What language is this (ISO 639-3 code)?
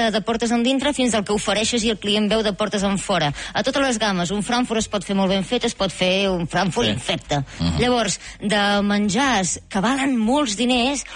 cat